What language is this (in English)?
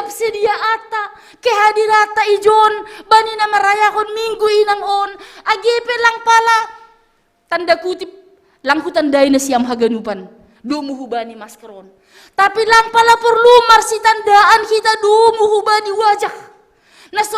Batak Simalungun